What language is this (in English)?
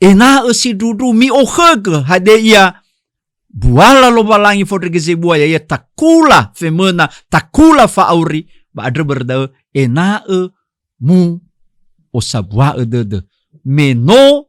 Nias